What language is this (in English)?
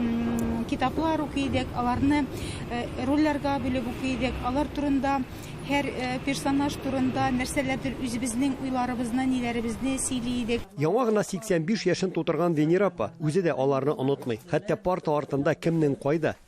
Tatar